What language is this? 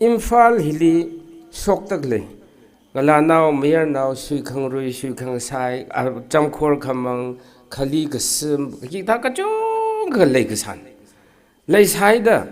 Tangkhul Naga (India)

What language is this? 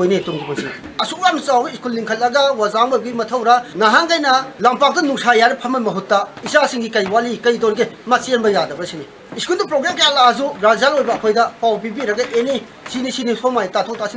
Manipuri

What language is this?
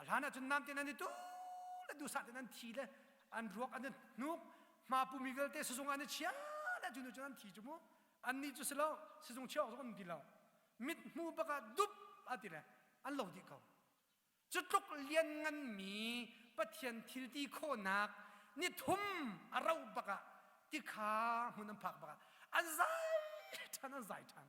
Hakha Chin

